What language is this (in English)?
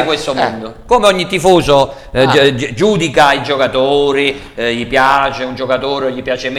Italian